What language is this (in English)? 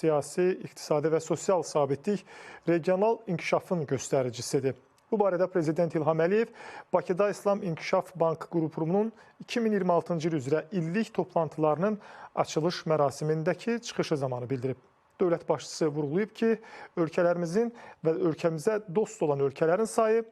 Azerbaijani